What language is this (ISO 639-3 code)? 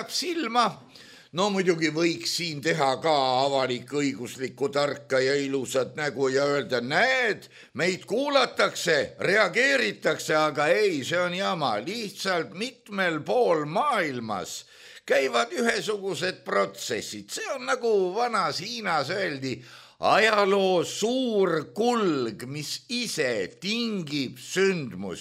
est